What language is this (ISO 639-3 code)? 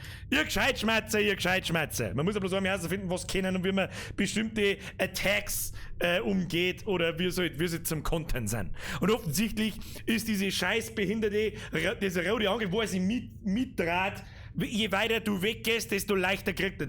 bar